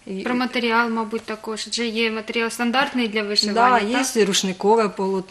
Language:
Ukrainian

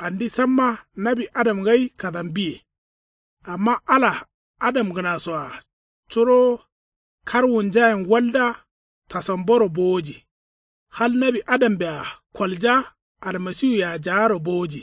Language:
Kanuri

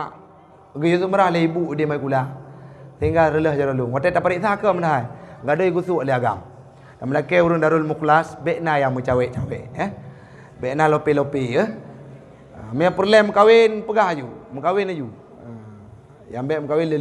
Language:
Achinese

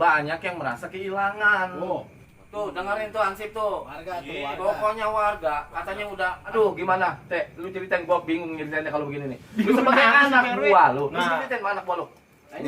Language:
Betawi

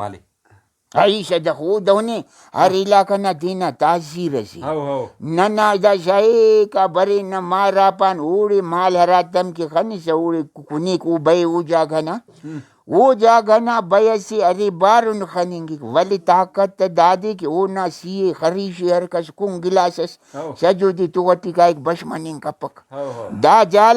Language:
Brahui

